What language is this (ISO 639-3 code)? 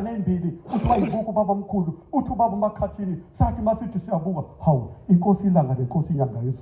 zul